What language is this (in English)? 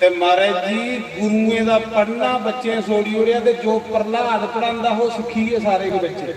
Dogri